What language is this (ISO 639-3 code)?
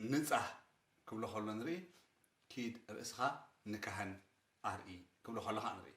tir